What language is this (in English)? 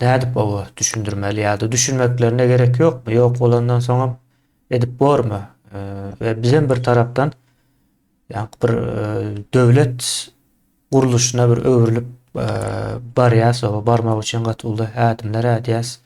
Turkmen